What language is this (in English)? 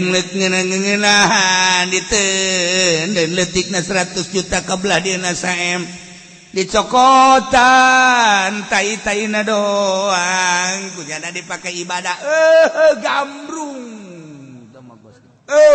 Sundanese